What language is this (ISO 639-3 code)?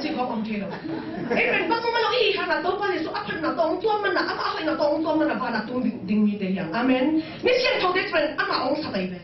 ctd